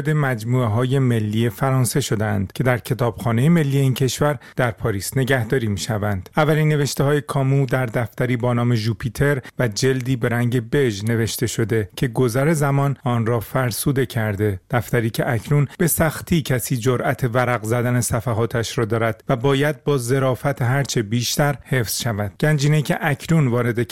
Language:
Persian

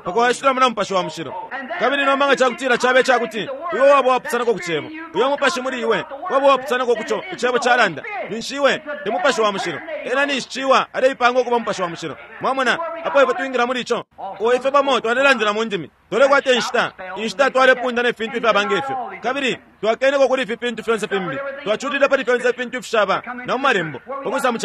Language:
Bemba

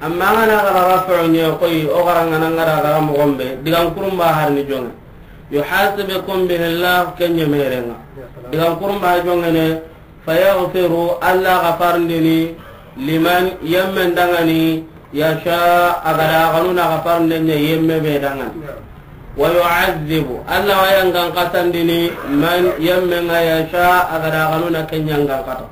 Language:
Soninke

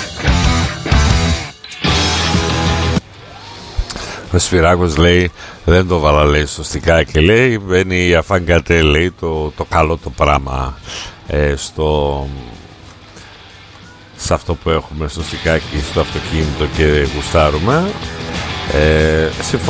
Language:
Greek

